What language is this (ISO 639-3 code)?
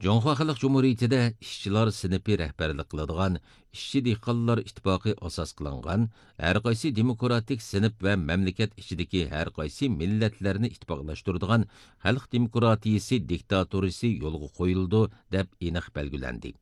uig